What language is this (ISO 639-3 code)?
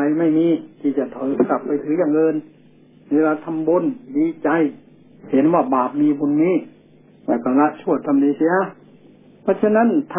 tha